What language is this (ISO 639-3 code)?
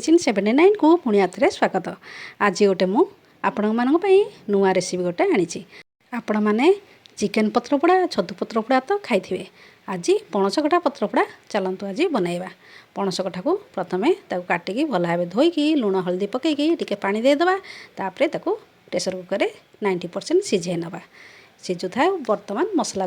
ori